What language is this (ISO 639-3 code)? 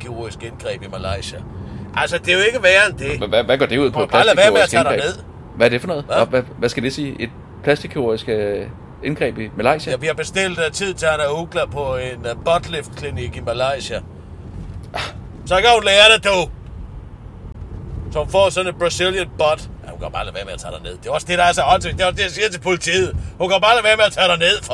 dan